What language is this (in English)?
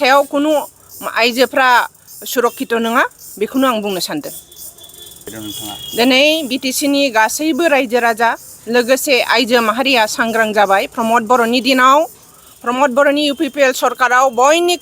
Bodo